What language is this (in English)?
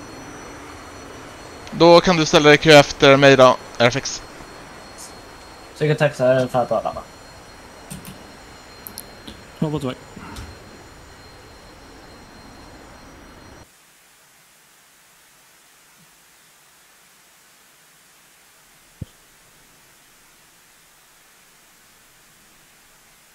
Swedish